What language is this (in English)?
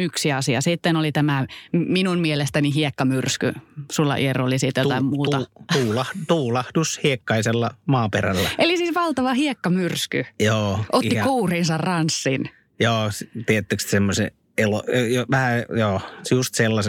Finnish